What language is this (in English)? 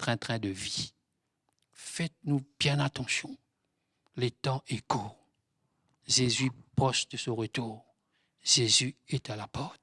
Morisyen